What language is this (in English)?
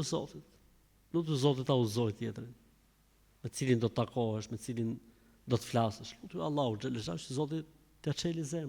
Albanian